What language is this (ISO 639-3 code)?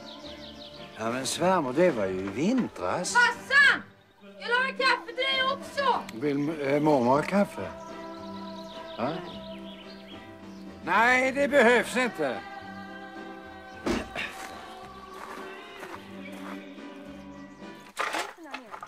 swe